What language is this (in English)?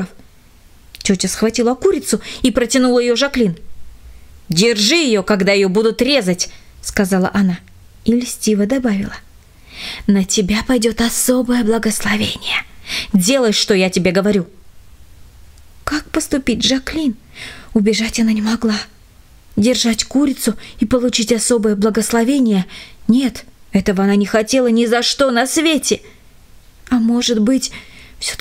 Russian